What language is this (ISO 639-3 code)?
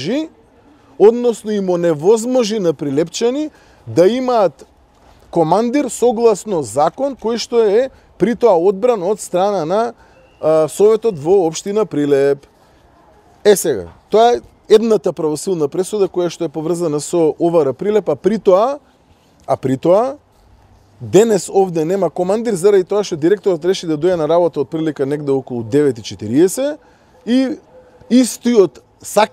mkd